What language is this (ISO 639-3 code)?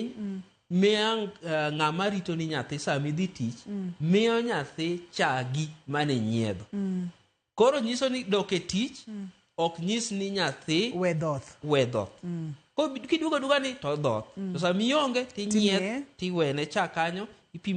luo